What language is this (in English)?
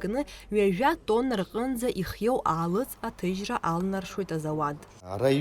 Abkhazian